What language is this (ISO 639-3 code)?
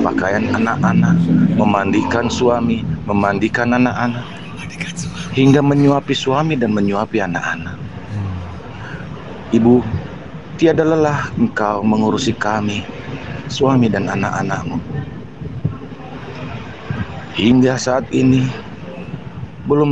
ind